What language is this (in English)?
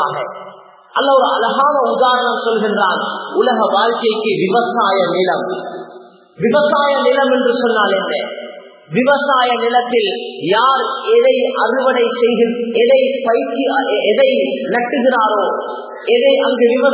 Tamil